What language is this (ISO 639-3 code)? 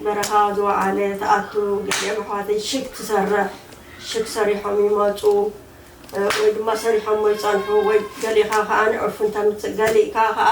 tir